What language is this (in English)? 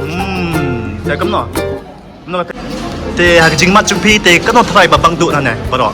Khasi